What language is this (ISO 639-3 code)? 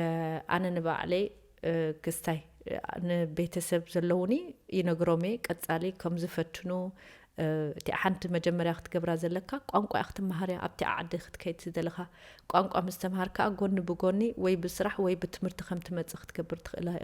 tir